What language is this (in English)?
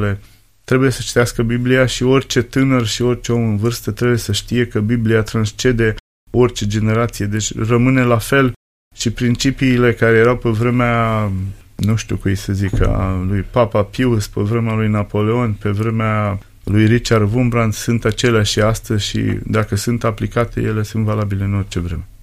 Romanian